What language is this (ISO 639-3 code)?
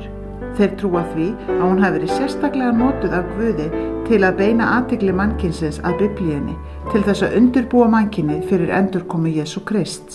isl